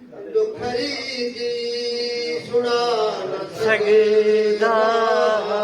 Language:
Saraiki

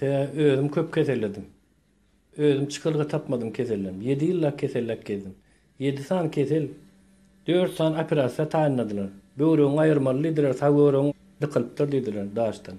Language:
Turkmen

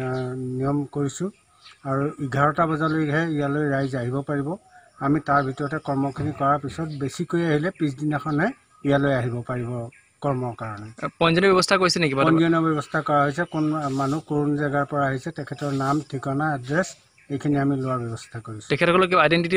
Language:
Assamese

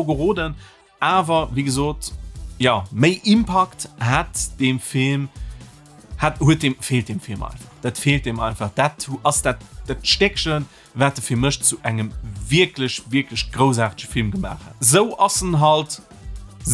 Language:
Luxembourgish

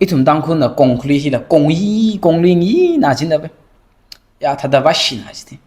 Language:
Tangkhul Naga (India)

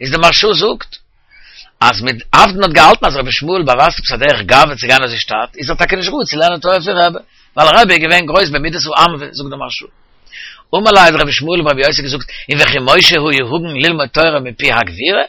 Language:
Yiddish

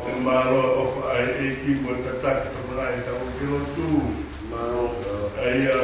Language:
Tongan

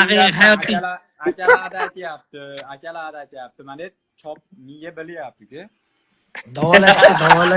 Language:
Uzbek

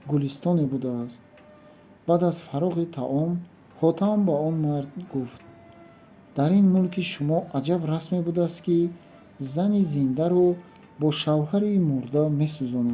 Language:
Tajik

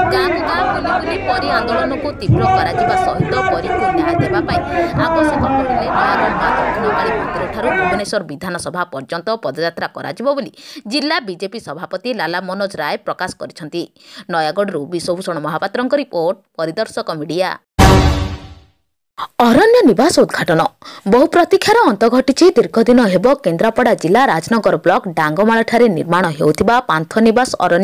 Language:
Odia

